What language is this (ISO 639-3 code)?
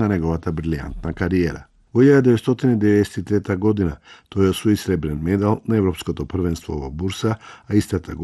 mkd